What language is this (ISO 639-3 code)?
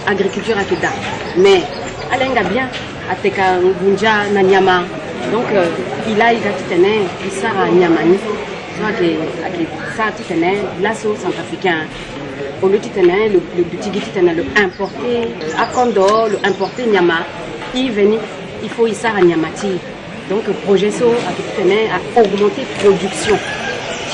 sag